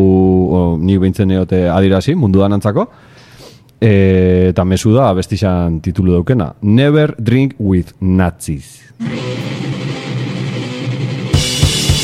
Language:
Basque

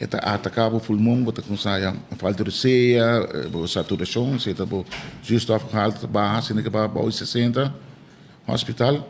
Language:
Papiamento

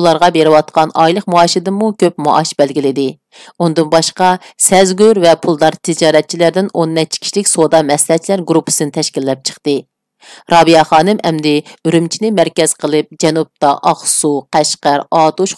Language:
Uyghur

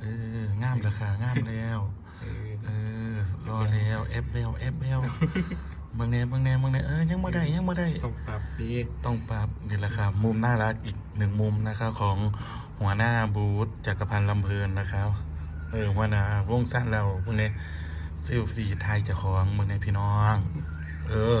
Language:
Northeastern Thai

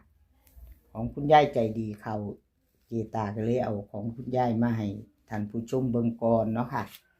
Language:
Northeastern Thai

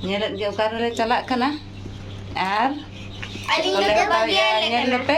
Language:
Santali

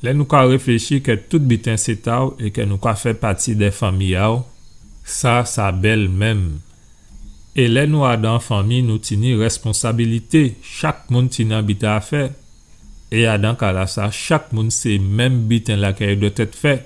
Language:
Guadeloupean Creole French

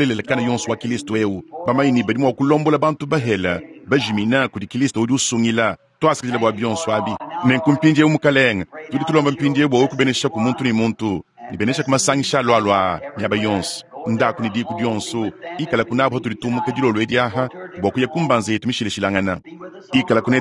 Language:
Luba-Lulua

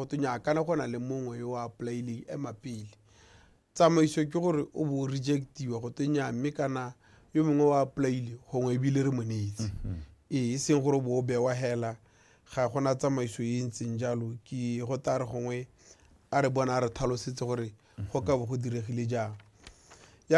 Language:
Tswana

